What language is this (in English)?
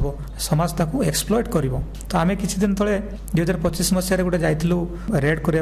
Odia